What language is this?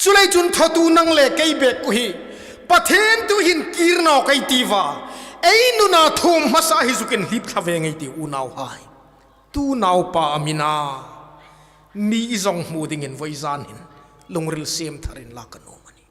Hmar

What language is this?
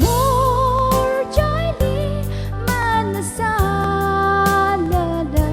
Tangkhul Naga (India)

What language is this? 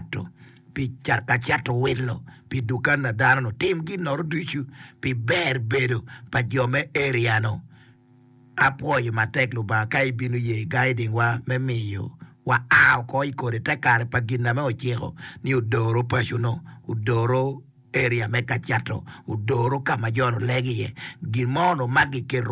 Acoli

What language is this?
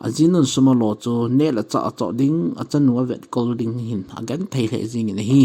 Thado Chin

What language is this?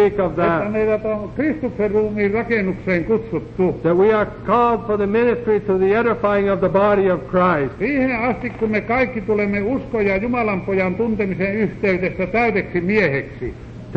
Finnish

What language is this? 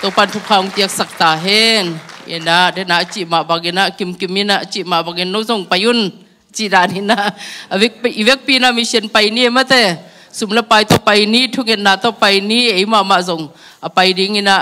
Tedim Chin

